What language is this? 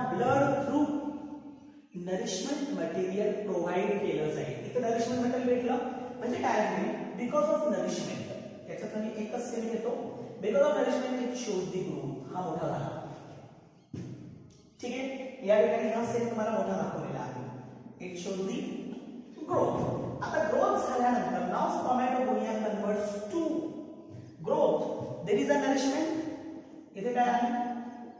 Marathi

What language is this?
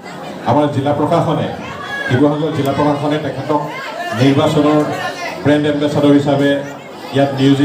Assamese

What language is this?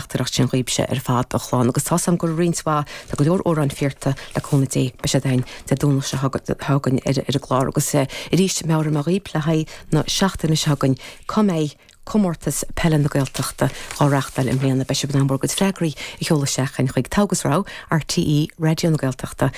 Irish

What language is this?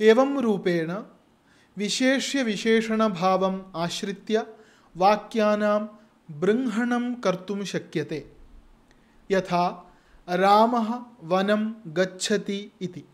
Sanskrit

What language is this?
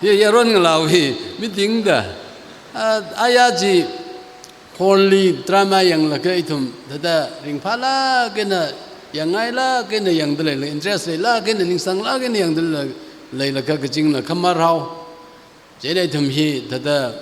Tangkhul Naga (India)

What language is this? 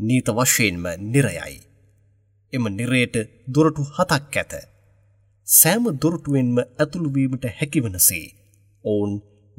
Sinhala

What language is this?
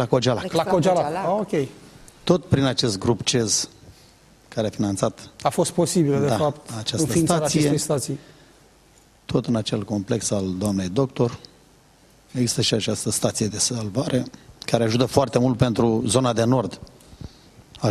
Romanian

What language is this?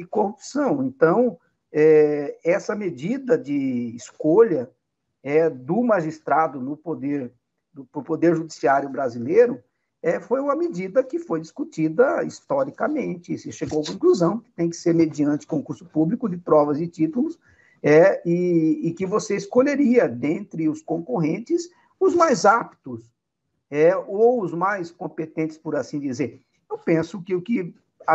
Portuguese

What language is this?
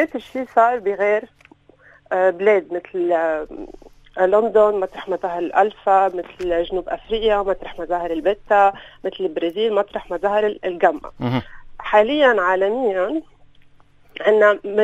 North Levantine Arabic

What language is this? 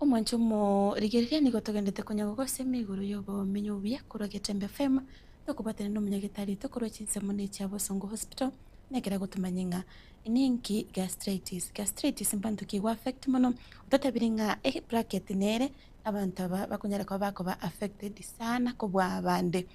Gusii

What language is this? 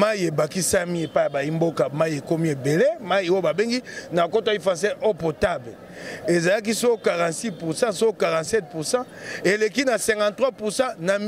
Lingala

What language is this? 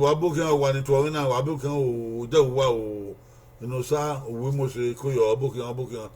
Bini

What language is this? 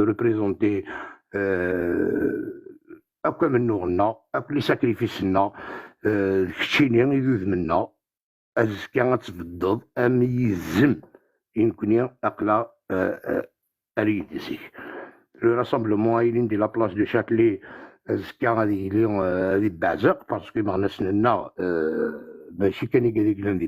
Kabyle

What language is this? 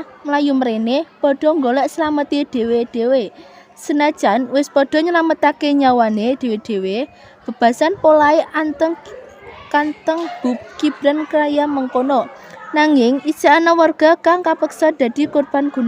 Javanese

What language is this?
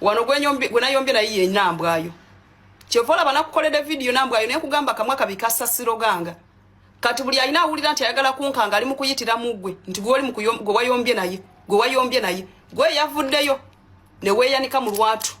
Ganda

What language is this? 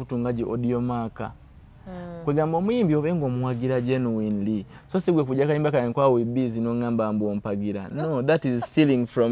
Ganda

